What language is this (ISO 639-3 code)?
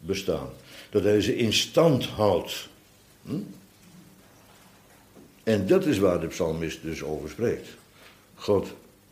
nld